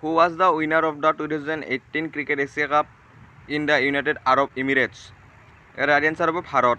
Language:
Assamese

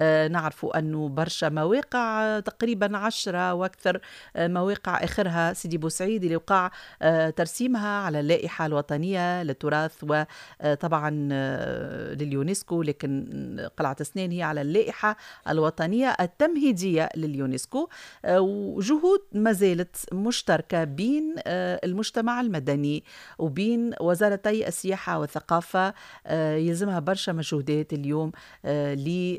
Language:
Tunisian Arabic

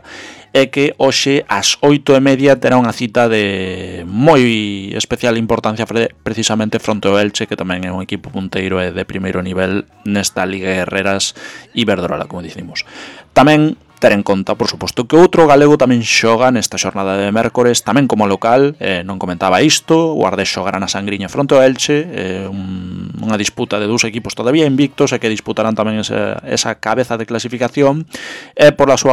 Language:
Galician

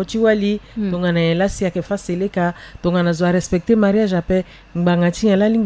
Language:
Sango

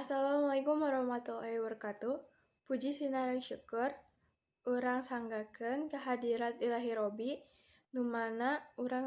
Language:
Sundanese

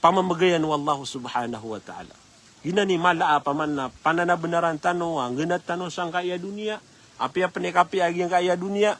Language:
Maranao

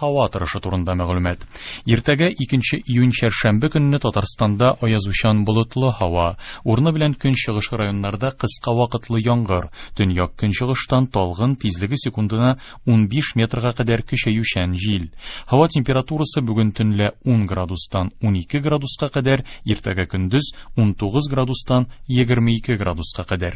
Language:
Tatar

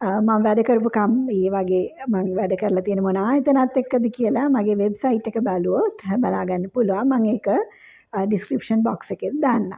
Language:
Sinhala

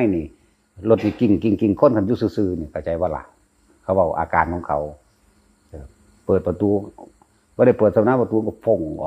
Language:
Northeastern Thai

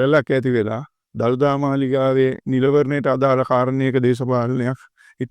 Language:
Sinhala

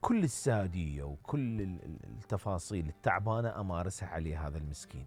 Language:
Mesopotamian Arabic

